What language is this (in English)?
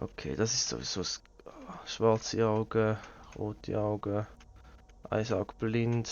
Swiss German